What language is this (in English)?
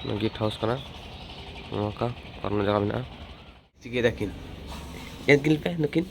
Santali